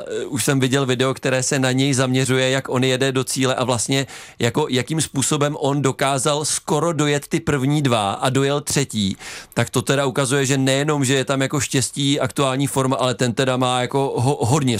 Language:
Czech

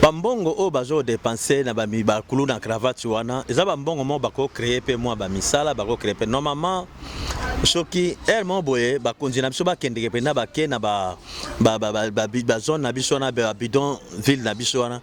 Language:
Lingala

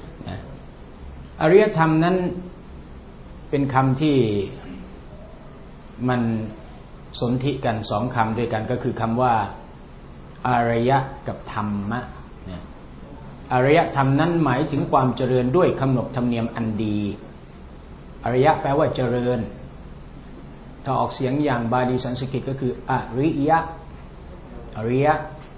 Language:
Thai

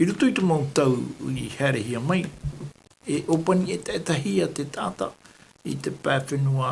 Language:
Tahitian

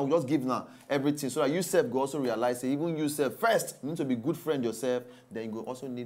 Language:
Nigerian Pidgin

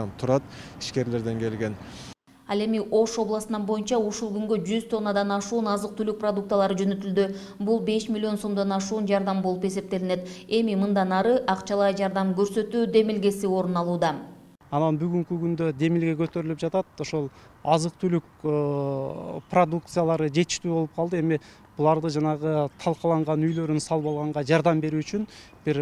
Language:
Kyrgyz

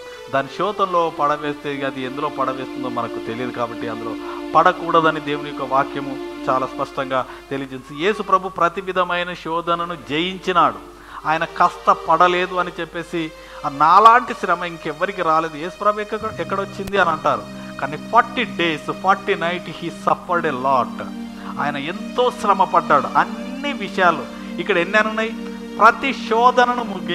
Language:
Telugu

